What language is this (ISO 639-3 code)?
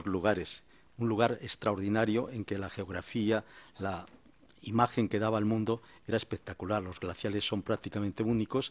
spa